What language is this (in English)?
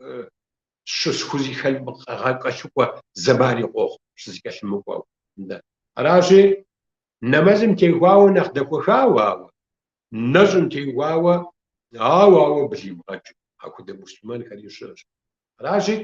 Kabardian